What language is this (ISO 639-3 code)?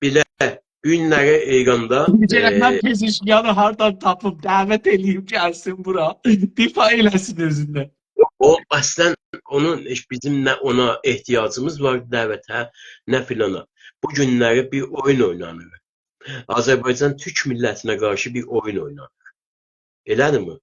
azb